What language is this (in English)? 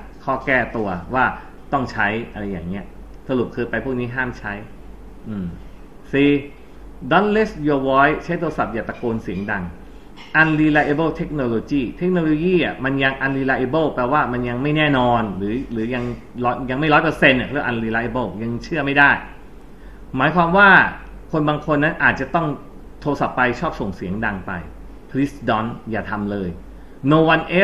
Thai